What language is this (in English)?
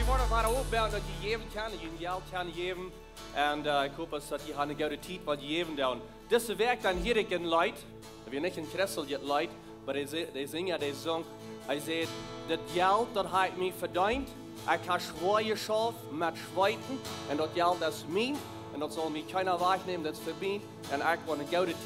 Plautdietsch